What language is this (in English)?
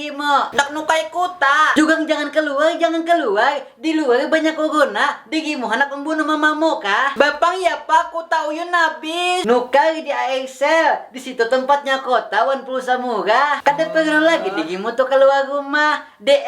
Banjar